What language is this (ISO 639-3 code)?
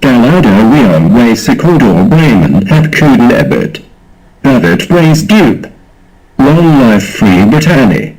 bre